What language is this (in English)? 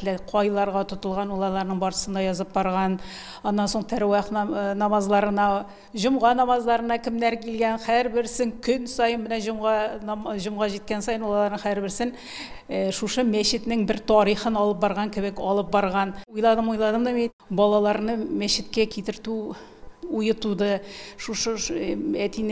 Tatar